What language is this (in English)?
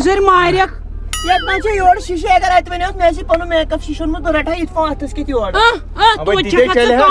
Kashmiri